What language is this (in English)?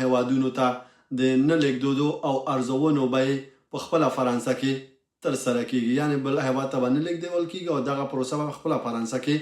Pashto